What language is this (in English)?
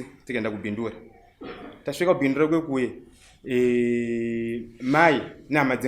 Shona